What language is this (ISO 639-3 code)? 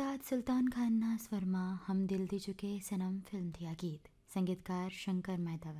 guj